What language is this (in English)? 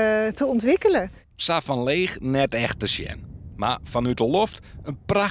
Western Frisian